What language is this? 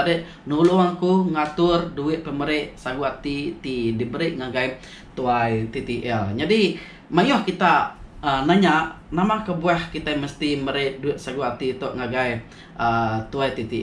Iban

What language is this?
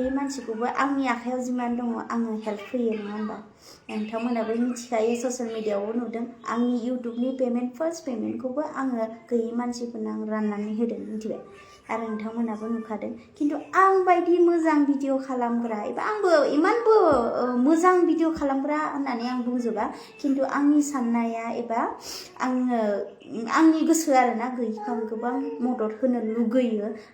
Bodo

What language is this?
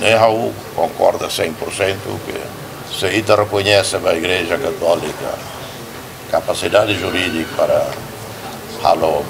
Tetum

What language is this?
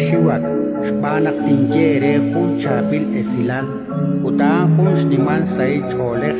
Kekchí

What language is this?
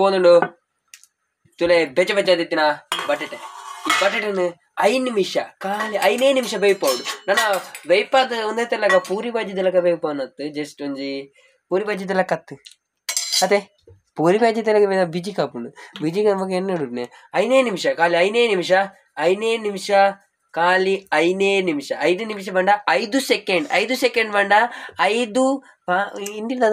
Tulu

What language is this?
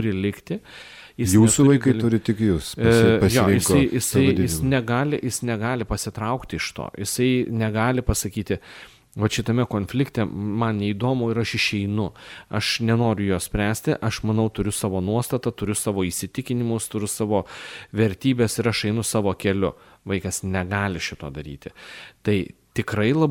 Lithuanian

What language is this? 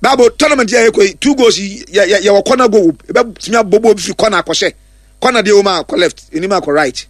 Akan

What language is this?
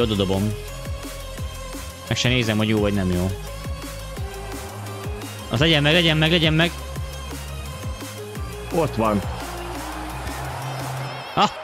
Hungarian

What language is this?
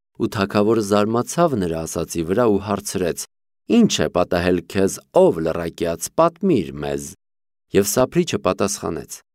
Armenian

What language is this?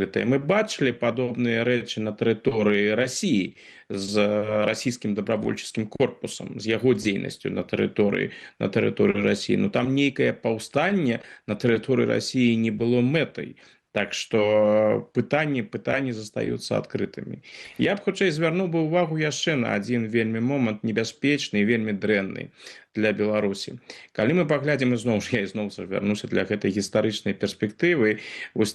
Belarusian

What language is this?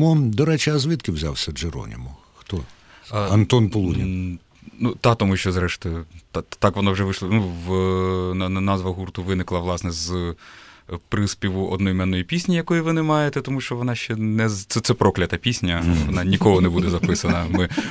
Ukrainian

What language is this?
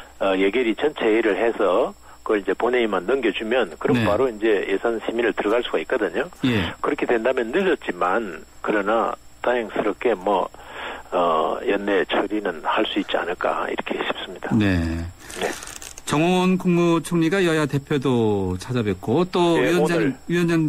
Korean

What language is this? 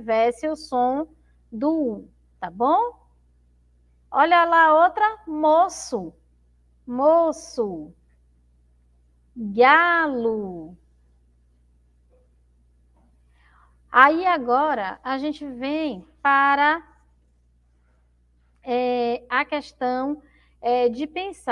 Portuguese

